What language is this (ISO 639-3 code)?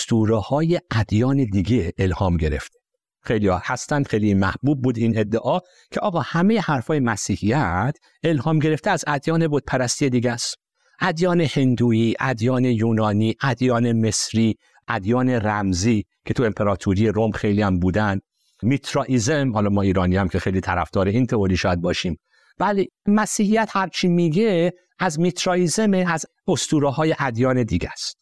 fas